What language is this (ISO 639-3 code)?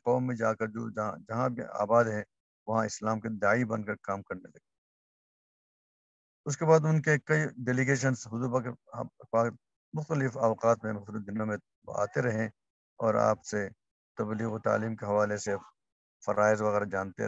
urd